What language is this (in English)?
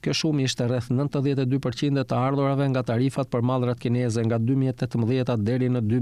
Albanian